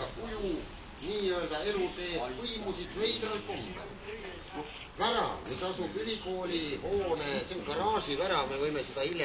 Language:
Estonian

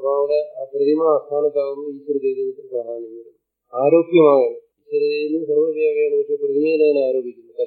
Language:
Malayalam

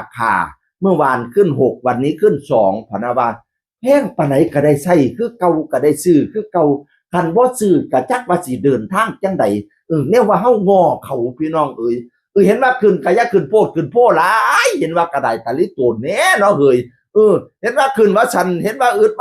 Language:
Northeastern Thai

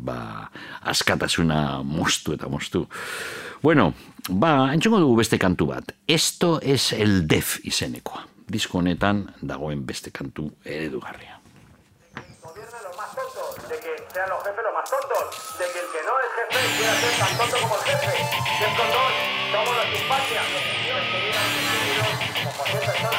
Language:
Basque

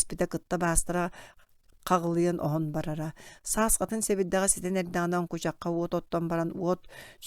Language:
Yakut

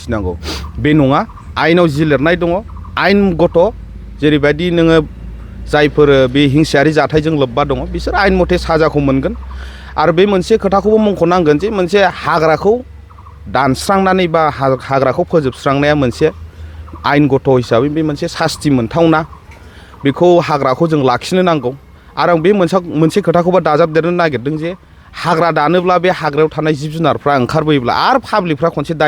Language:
Bodo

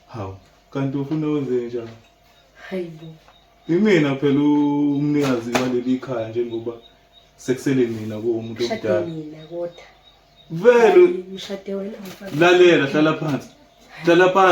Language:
Zulu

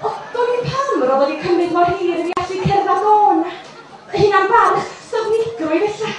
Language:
Welsh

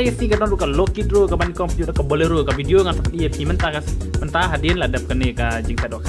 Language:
Khasi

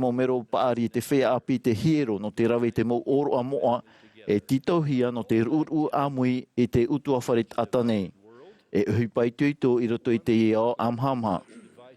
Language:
Tahitian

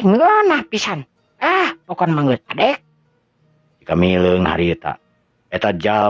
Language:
Sundanese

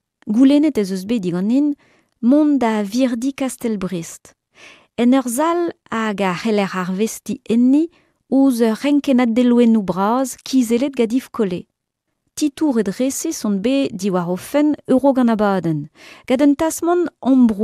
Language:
Breton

